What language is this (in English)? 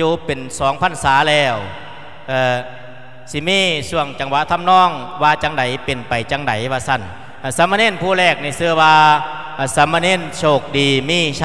Lao